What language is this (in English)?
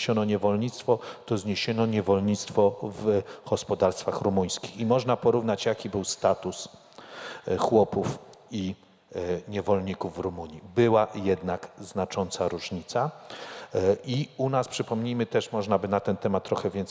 Polish